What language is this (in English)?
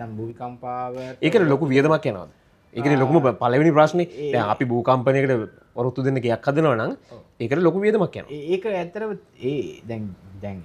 Sinhala